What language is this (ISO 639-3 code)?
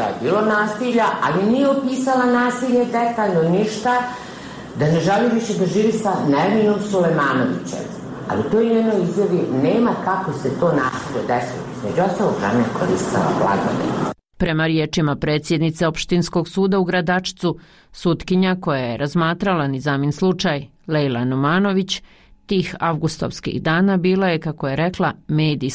bos